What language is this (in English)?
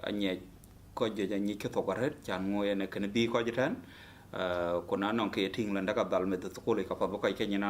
Dinka